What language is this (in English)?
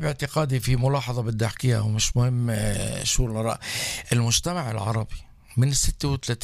North Levantine Arabic